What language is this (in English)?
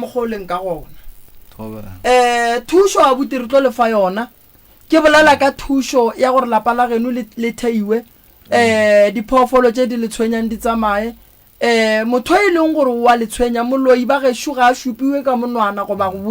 Northern Sotho